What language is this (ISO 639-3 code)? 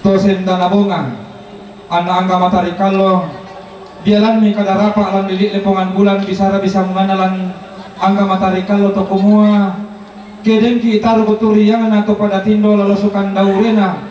sda